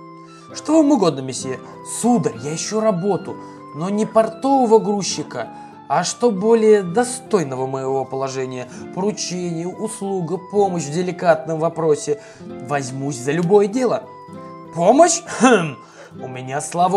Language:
Russian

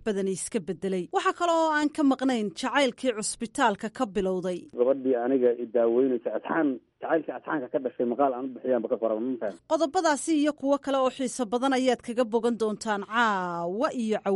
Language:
Somali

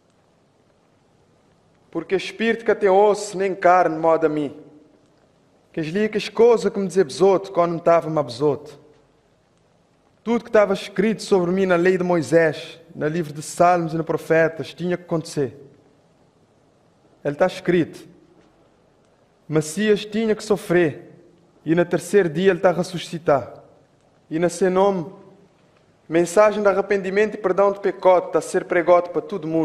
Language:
Portuguese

